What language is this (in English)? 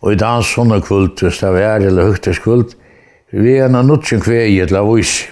Faroese